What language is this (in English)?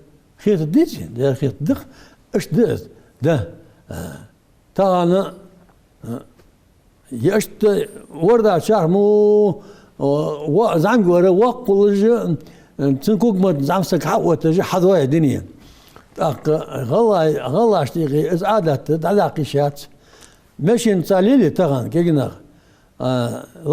Ingush